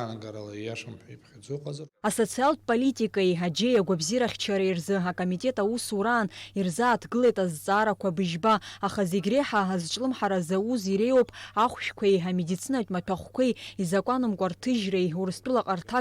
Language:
Abkhazian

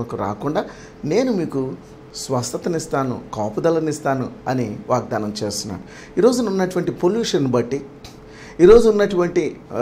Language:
Telugu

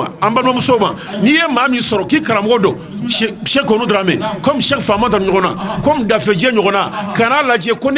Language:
Bambara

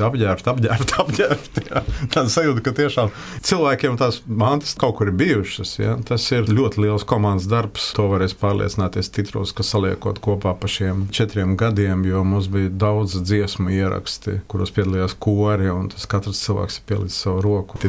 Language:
Latvian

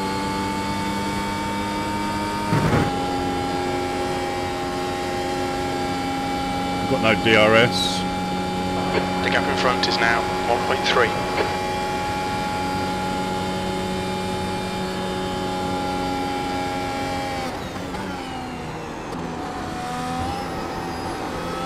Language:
English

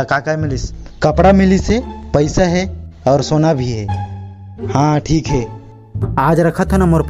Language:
Chhattisgarhi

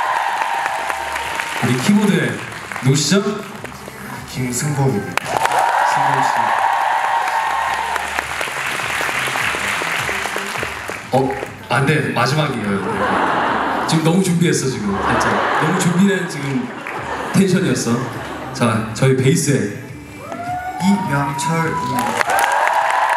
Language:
Korean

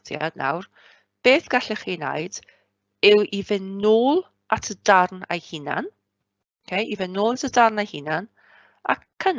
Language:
Welsh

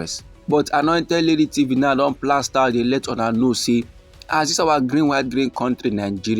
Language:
Nigerian Pidgin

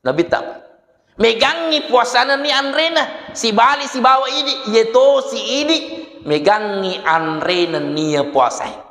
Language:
Buginese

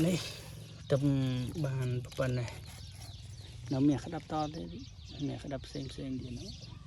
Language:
Khmer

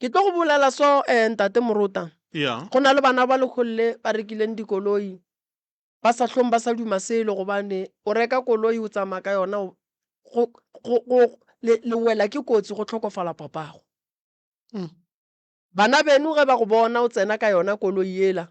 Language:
Northern Sotho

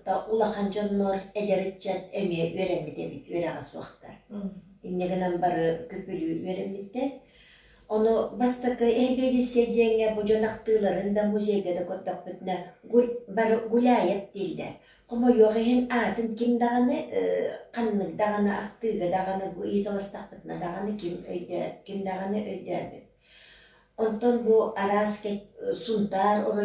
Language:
Yakut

